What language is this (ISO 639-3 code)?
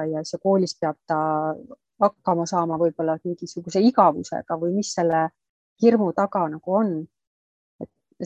est